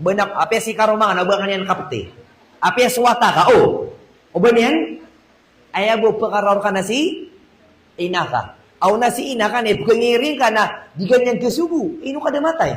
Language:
Maranao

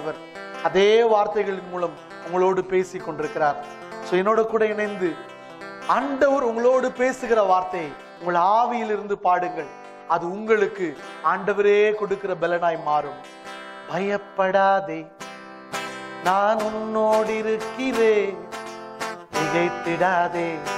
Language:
Tamil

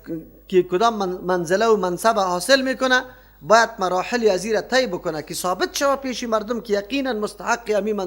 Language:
Persian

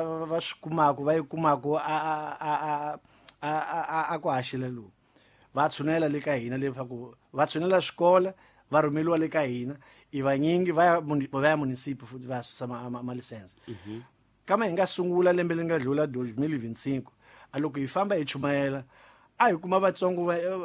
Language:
Tsonga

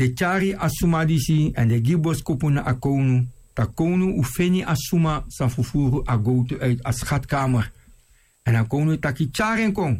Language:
Sranan Tongo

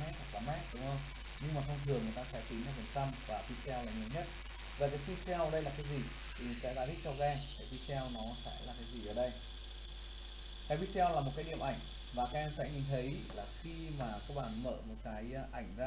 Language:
Vietnamese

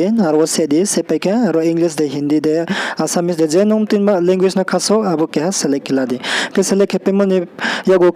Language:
Riang (India)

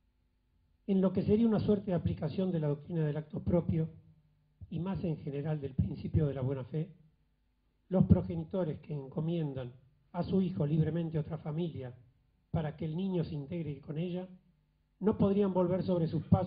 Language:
Spanish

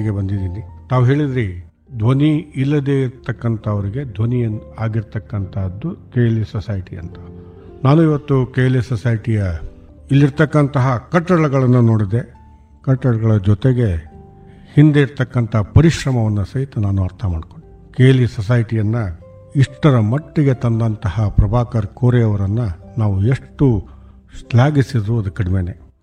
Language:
Kannada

